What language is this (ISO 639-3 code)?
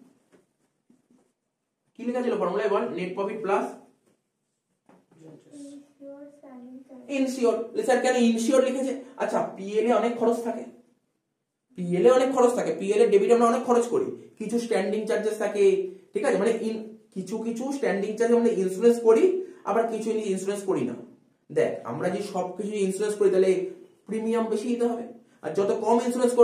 ben